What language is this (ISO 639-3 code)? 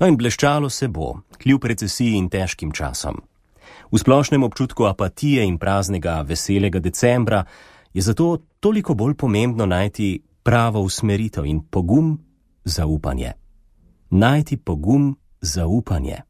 slv